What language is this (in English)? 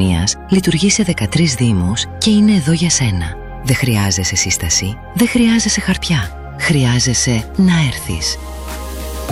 Greek